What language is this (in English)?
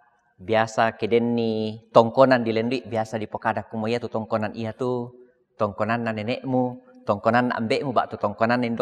Toraja-Sa'dan